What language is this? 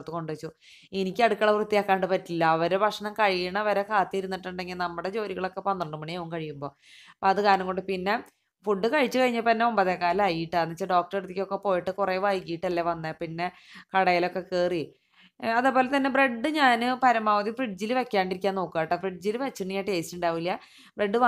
Malayalam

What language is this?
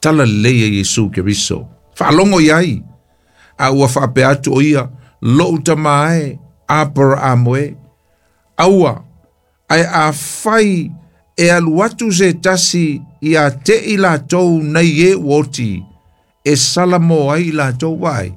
Samoan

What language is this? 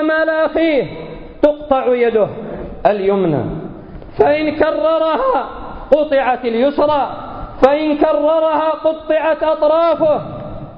Arabic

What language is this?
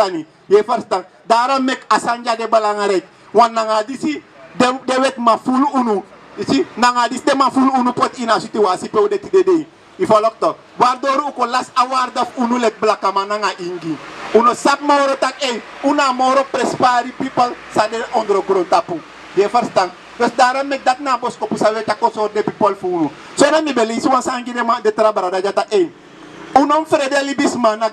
Sranan Tongo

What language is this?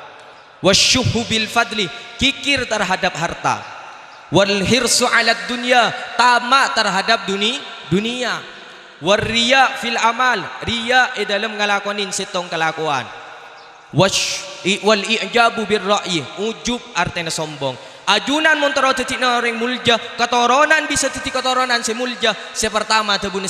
Madurese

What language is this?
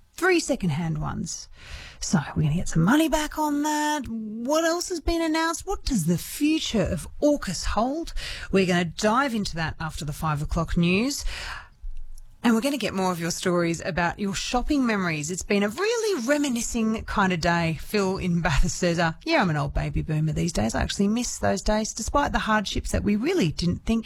English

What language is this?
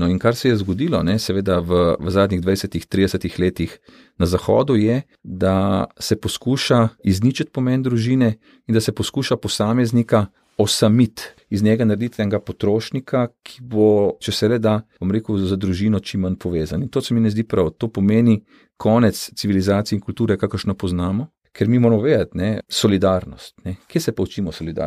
Slovenian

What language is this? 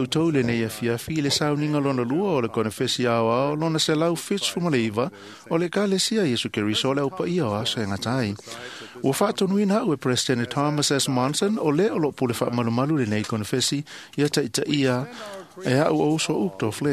Samoan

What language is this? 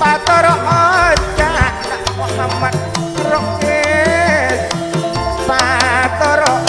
Madurese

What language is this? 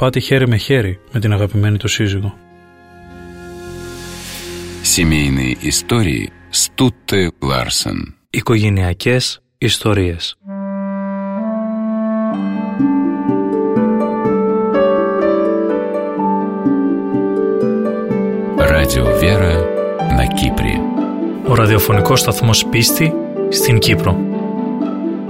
Greek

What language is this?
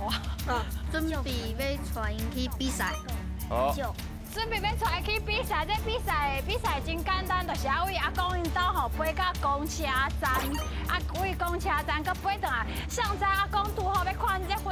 Min Nan Chinese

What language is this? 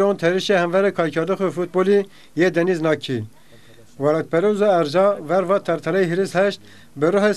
Zaza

